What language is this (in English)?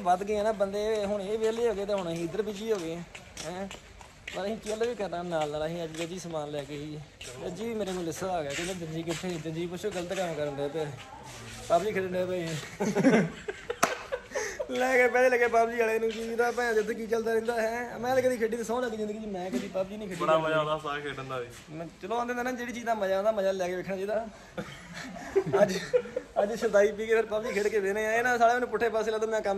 Punjabi